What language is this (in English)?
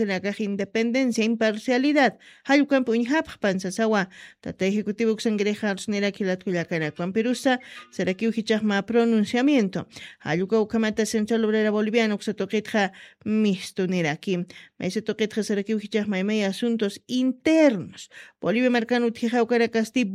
Aymara